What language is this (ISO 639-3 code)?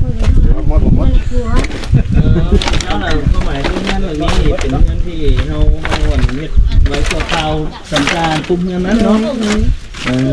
lao